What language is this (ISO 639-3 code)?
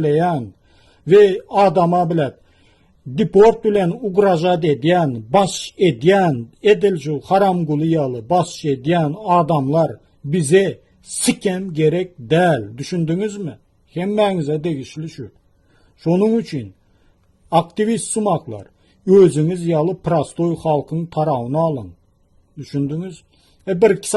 tuk